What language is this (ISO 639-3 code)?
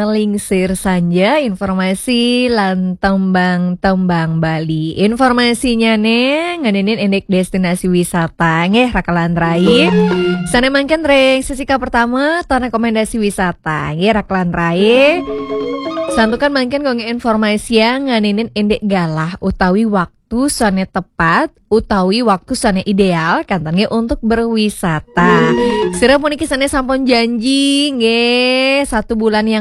ban